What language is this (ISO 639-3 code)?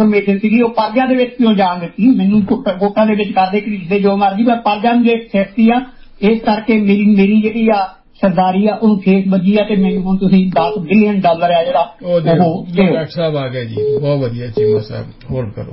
pan